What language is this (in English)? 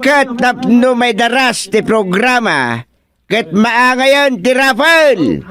Iloko